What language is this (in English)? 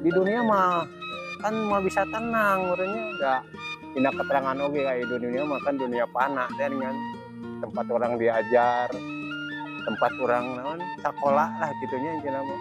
Sundanese